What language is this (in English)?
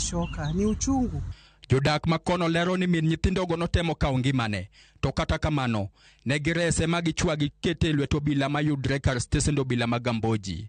Luo (Kenya and Tanzania)